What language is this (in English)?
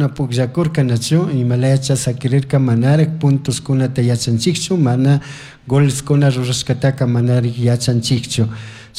Chimborazo Highland Quichua